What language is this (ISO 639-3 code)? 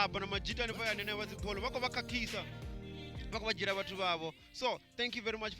ven